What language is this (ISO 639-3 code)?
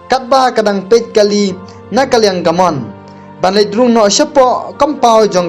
kha